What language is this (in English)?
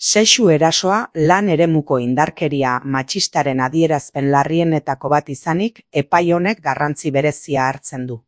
Basque